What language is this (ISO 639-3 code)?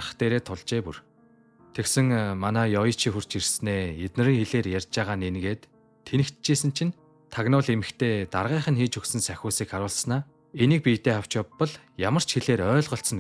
mon